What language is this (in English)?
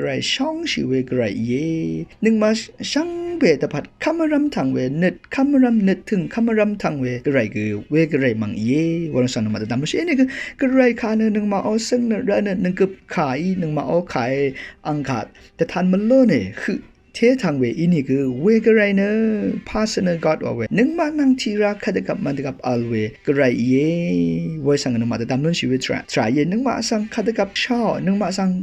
Rawang